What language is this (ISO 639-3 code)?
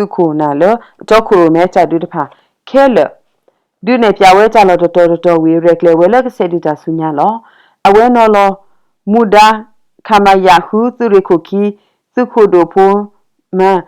ksw